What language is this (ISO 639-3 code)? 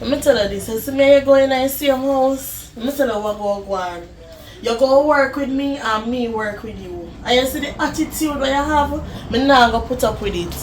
jam